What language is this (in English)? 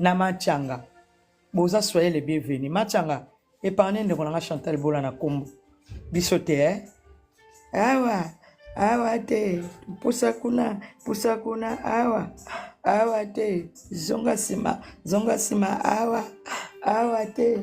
Lingala